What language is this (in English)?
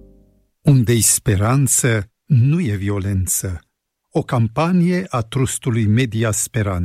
Romanian